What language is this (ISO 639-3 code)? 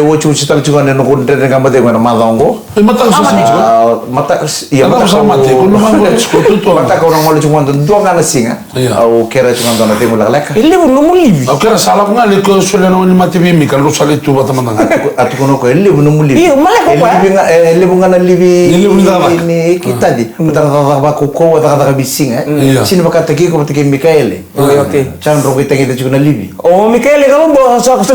fij